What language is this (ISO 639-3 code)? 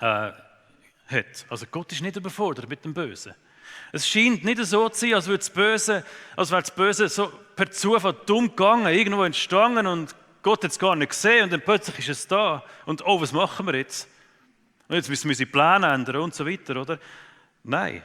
gsw